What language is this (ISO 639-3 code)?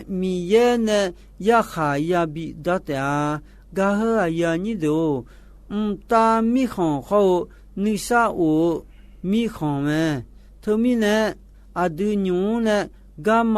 ahk